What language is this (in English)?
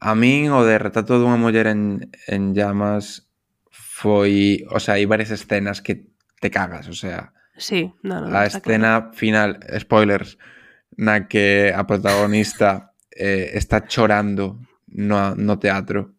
Galician